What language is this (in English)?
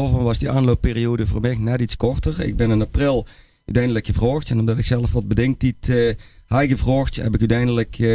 Limburgish